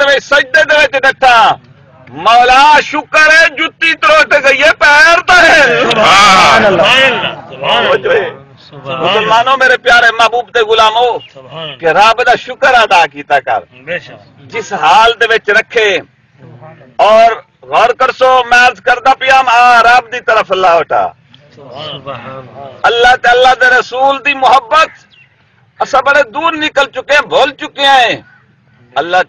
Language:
Saraiki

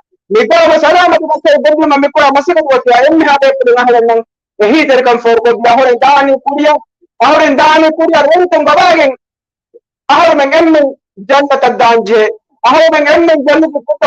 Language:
Divehi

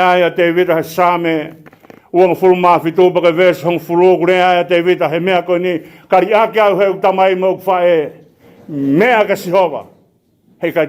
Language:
Tongan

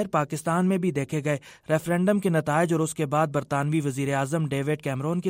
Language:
Urdu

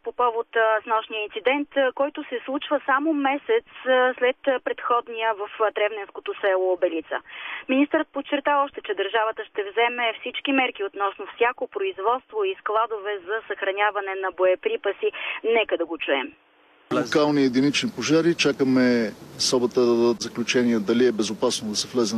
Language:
Bulgarian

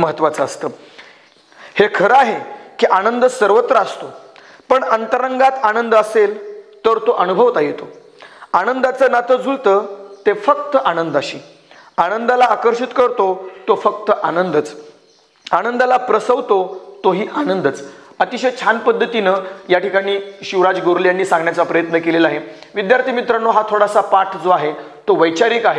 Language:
Marathi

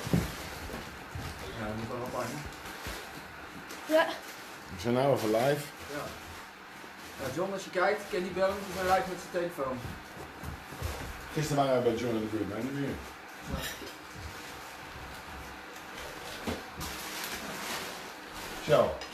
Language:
Dutch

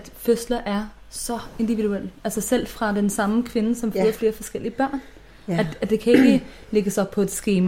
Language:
Danish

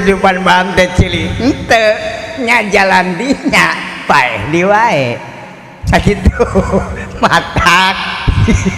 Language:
Sundanese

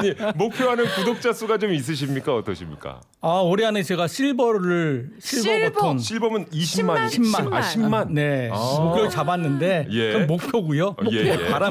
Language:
Korean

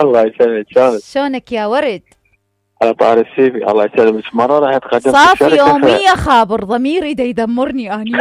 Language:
Mesopotamian Arabic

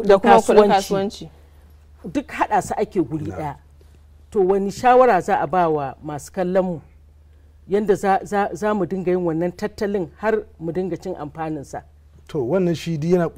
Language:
Hausa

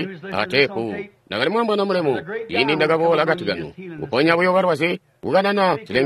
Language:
Tonga (Zambia)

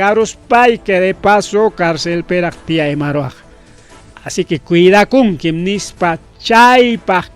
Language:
Ayacucho Quechua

